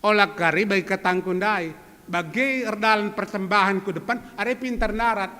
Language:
Batak Karo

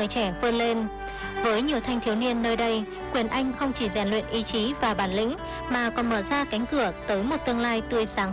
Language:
Vietnamese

